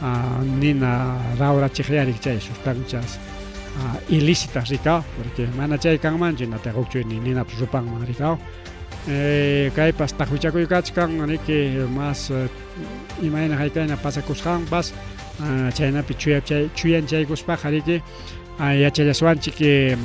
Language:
Ayacucho Quechua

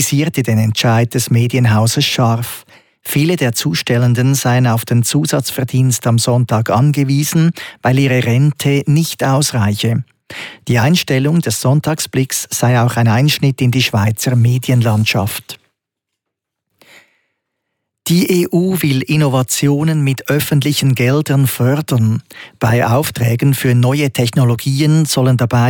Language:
German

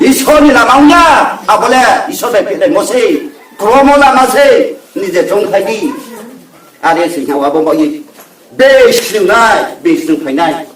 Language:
Riang (India)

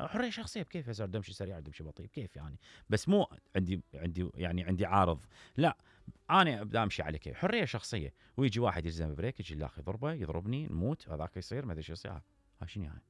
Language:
Mesopotamian Arabic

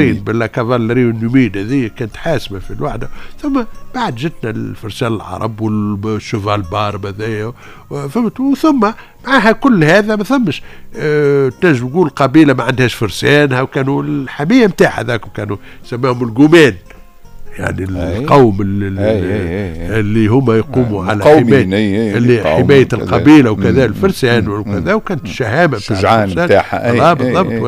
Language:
Tunisian Arabic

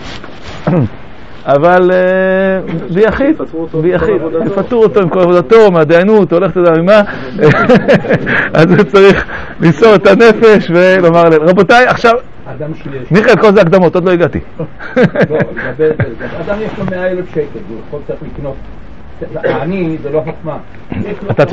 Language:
Hebrew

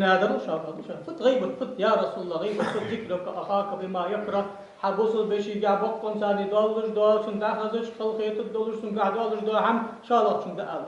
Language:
Ingush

